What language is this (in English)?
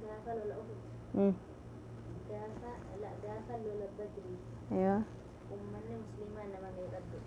Oromo